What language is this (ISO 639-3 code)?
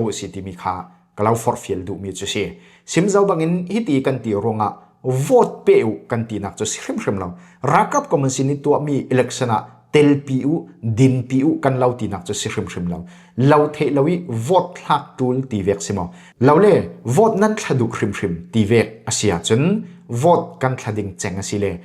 cfm